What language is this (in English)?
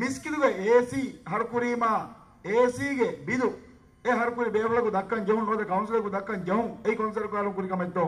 Divehi